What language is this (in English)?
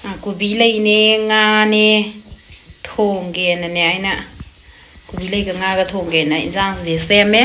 Manipuri